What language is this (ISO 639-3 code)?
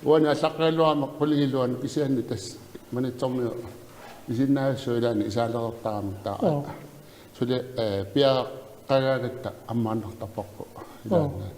kal